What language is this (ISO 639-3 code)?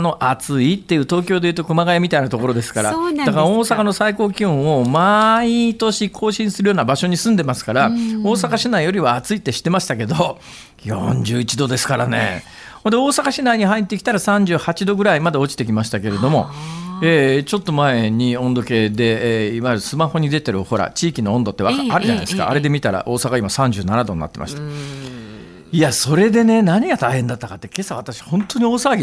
jpn